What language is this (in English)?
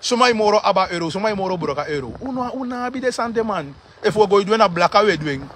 Sranan Tongo